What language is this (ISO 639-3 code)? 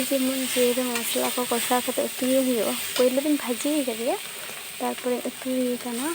sat